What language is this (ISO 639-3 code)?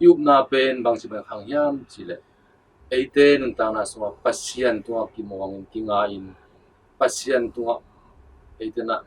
ctd